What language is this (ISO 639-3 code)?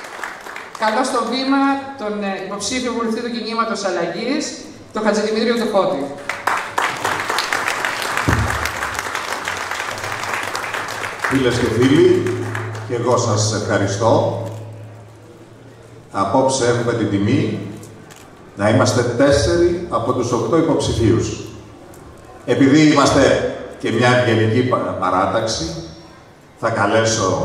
ell